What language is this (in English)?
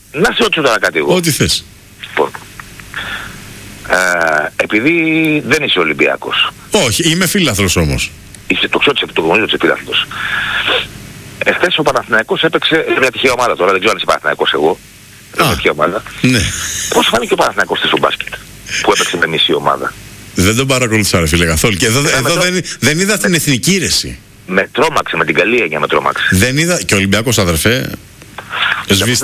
Greek